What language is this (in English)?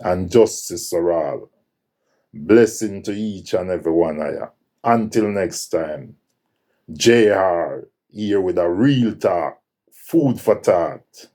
Jamaican Creole English